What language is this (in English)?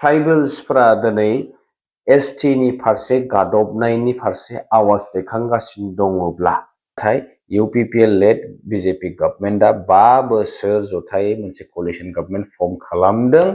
Bodo